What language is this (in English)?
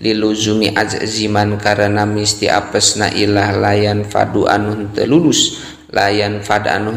Sundanese